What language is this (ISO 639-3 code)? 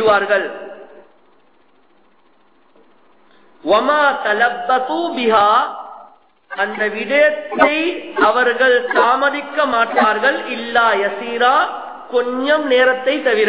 tam